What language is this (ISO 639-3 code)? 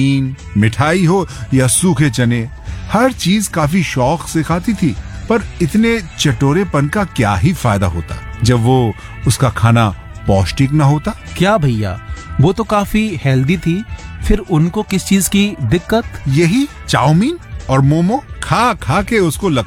hin